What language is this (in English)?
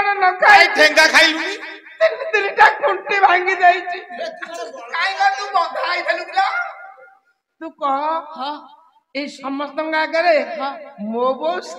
Odia